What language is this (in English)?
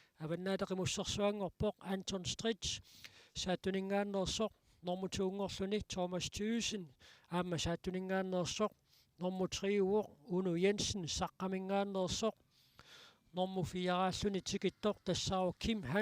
Kalaallisut